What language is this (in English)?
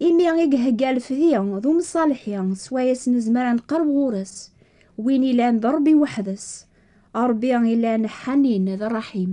Kabyle